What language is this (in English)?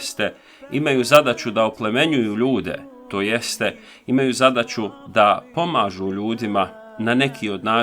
Bosnian